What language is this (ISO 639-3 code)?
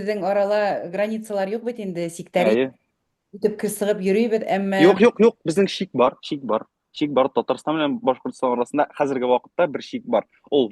bak